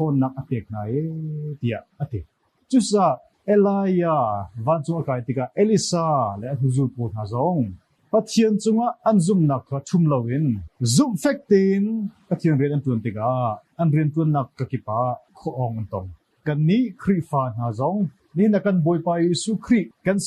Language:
Hakha Chin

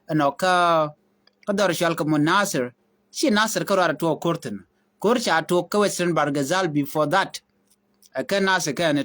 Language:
Nuer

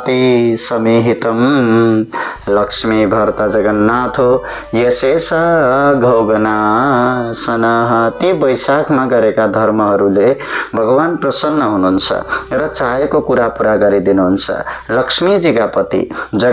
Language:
Nepali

